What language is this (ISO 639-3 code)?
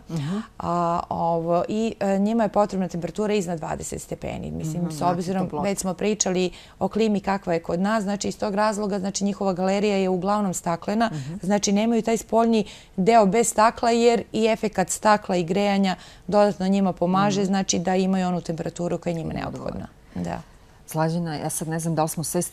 srp